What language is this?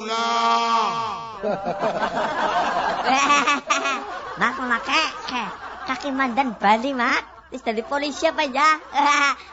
Javanese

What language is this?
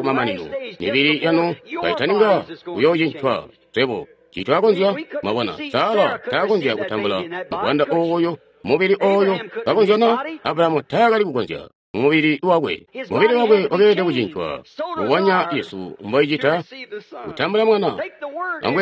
Tonga (Zambia)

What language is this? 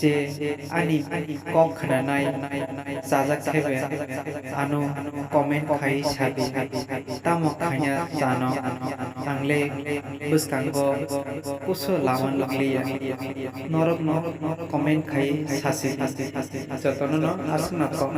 Kok Borok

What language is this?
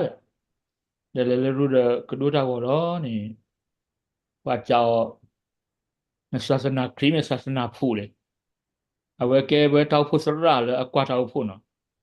S'gaw Karen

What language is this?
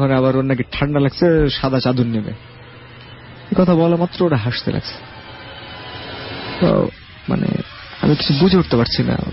Bangla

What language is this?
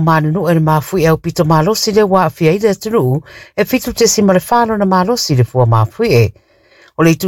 Samoan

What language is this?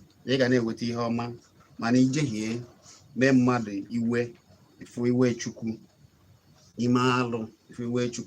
Igbo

